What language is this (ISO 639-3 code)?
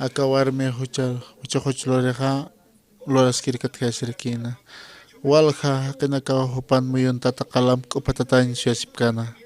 aym